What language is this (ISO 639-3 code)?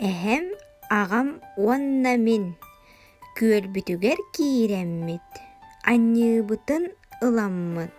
sah